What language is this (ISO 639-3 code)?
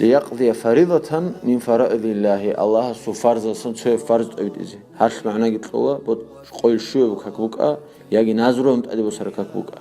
ava